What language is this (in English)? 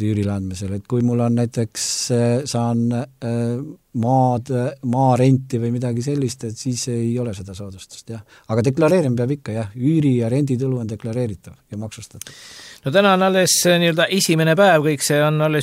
Estonian